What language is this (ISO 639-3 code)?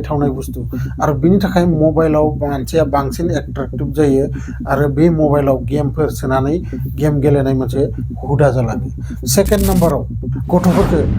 brx